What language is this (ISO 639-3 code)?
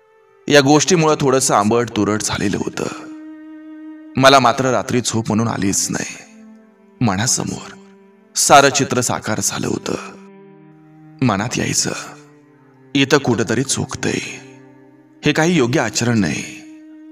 mar